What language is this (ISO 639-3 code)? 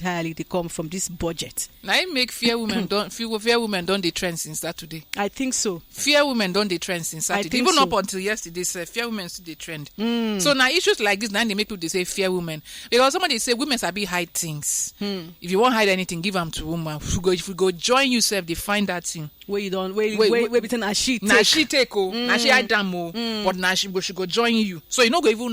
pcm